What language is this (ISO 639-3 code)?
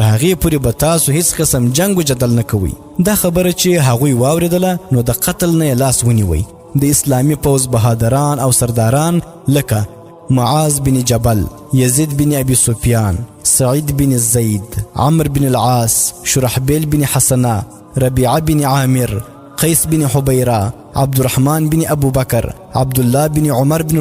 pus